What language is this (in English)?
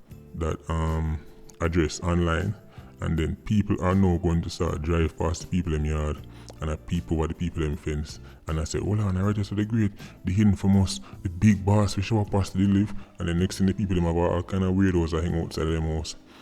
Jamaican Creole English